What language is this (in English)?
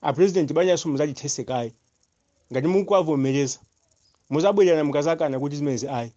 Nyanja